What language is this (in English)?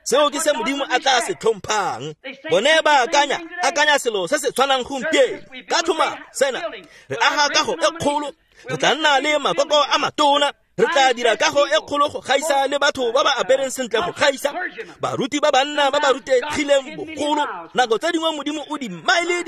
Tswana